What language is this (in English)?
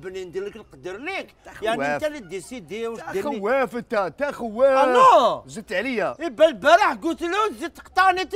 Algerian Arabic